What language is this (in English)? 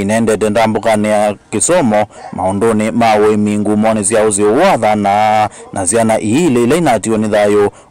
Kamba